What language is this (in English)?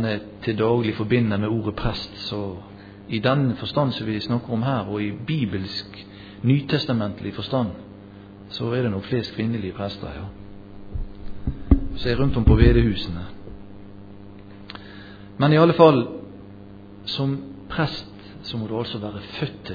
Norwegian